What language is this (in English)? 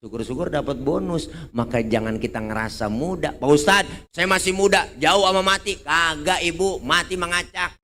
Betawi